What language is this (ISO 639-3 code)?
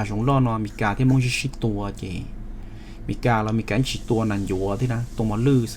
hmn